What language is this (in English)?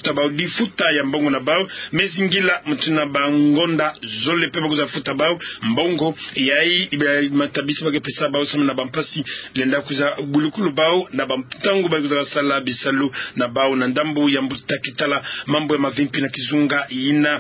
Kituba (Democratic Republic of Congo)